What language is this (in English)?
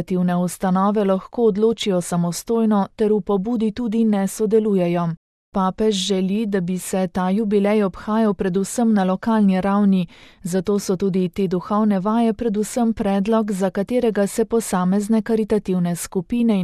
Slovenian